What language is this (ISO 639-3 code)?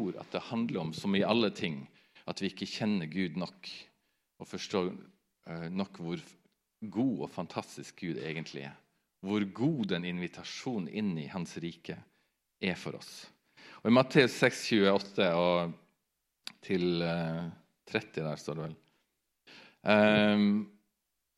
nor